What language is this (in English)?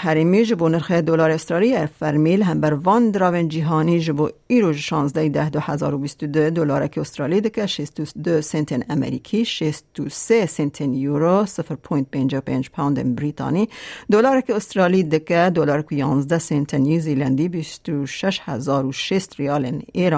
Kurdish